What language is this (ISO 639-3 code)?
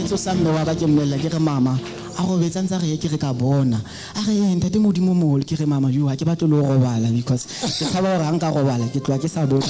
sot